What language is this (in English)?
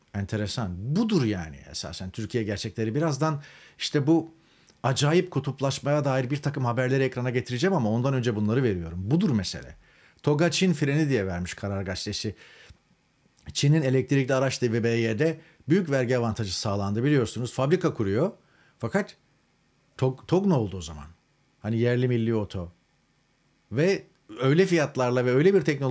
Turkish